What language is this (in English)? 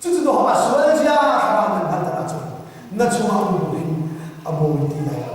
Hakha Chin